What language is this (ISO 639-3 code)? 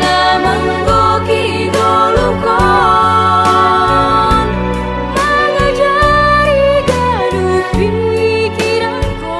bts